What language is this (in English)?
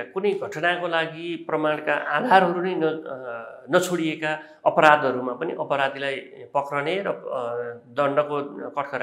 Nepali